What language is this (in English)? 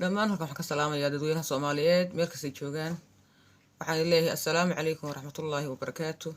Somali